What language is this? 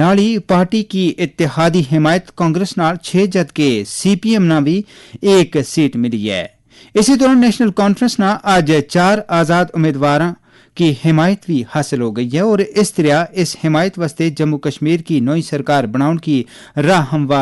Gujari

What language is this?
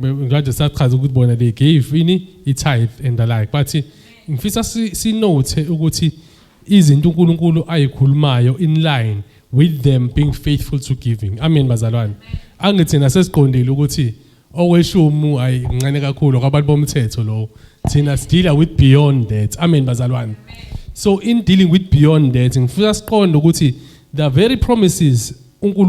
Zulu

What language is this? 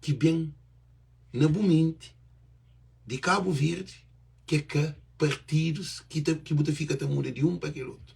Kabuverdianu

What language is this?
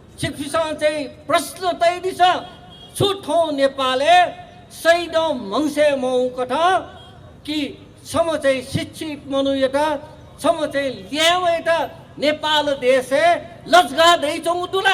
Newari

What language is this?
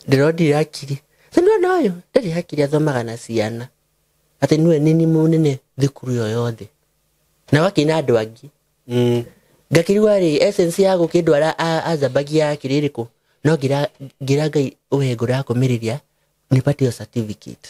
Kikuyu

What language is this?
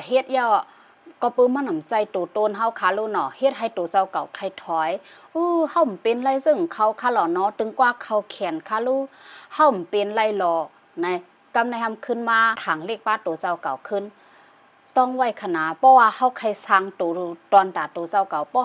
Shan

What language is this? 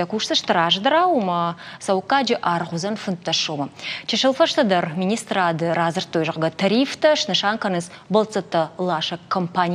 Ossetic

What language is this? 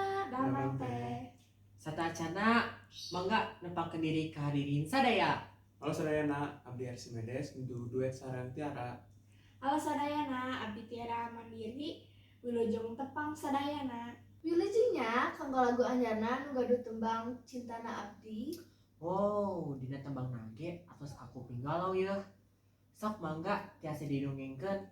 Sundanese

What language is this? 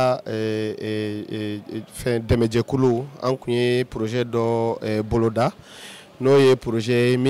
Bambara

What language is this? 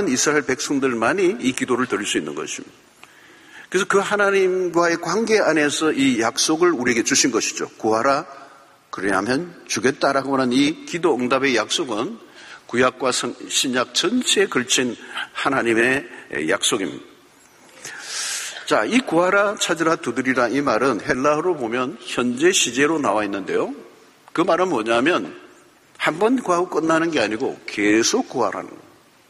Korean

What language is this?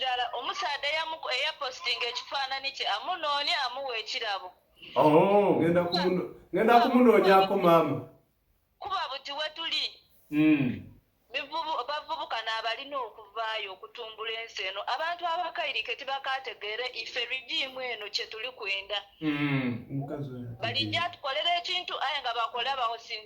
Ganda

